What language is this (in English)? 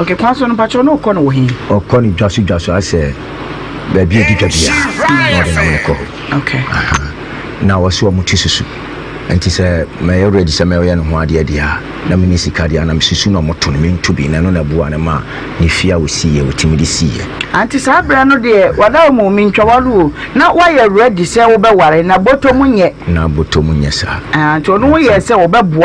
Akan